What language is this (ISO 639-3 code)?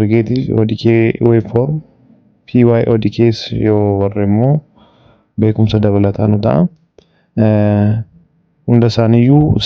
orm